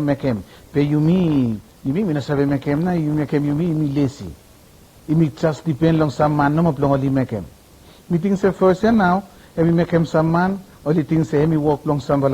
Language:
Bislama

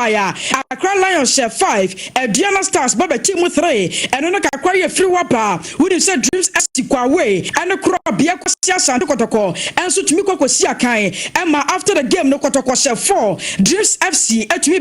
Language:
Akan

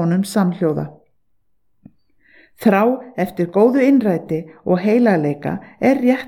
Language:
Icelandic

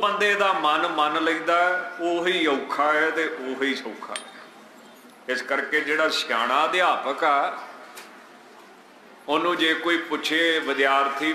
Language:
Punjabi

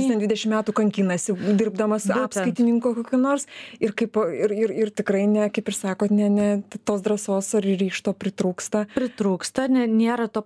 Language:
Lithuanian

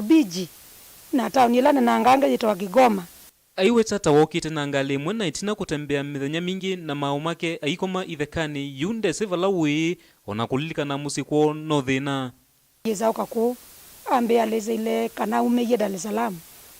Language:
Kamba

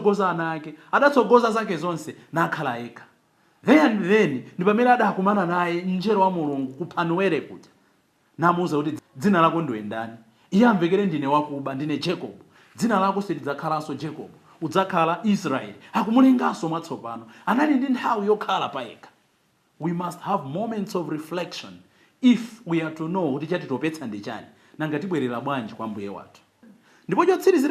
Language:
Nyanja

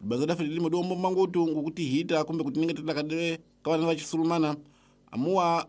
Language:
Tsonga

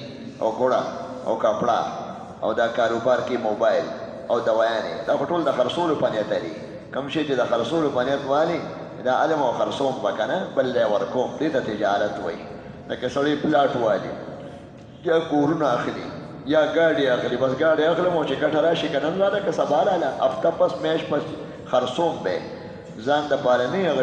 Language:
Pashto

